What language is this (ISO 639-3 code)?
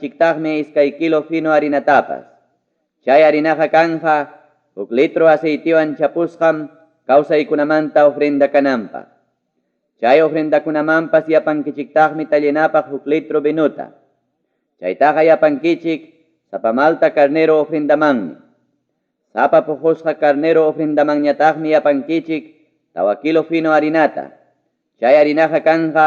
quy